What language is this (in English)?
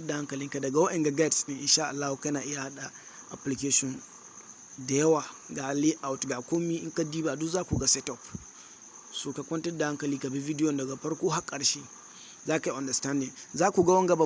Hausa